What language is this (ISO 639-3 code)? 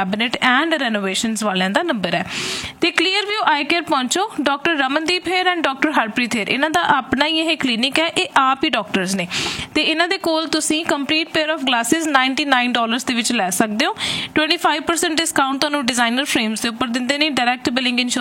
pan